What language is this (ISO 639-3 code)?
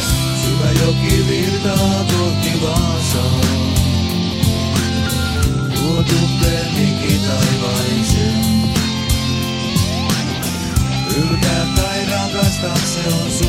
fin